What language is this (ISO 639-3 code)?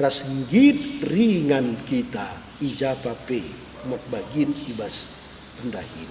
btx